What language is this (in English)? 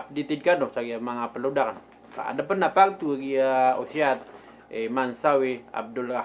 Maranao